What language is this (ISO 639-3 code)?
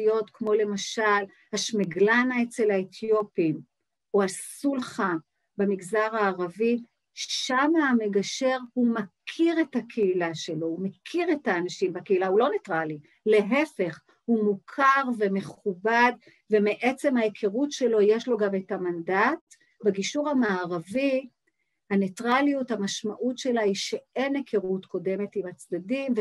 heb